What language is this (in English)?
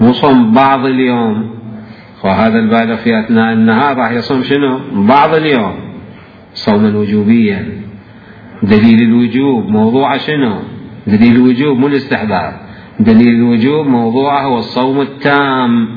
Mesopotamian Arabic